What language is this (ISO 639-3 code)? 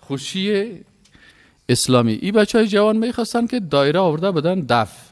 fas